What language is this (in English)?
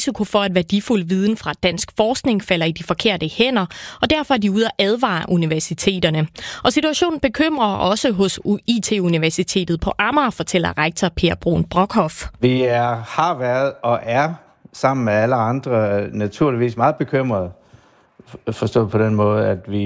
Danish